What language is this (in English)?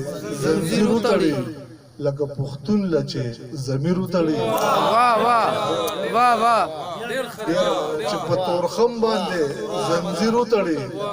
Pashto